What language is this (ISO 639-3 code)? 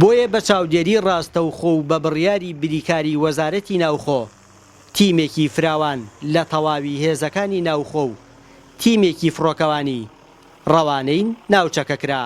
ckb